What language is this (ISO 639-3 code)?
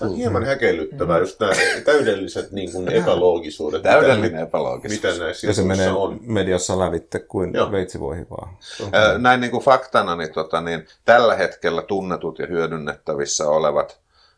fin